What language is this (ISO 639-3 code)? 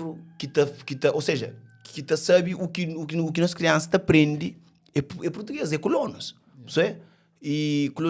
kea